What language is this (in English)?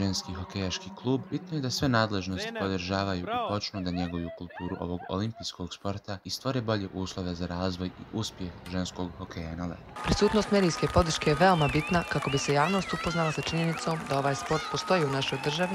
Bosnian